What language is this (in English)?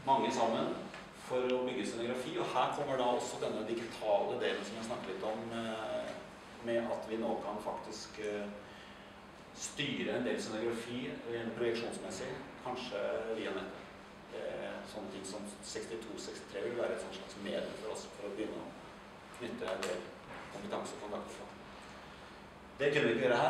Norwegian